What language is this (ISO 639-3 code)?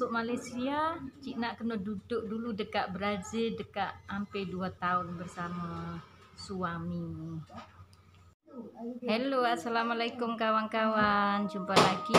msa